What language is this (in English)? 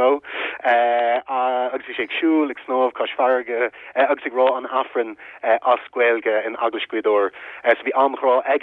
Irish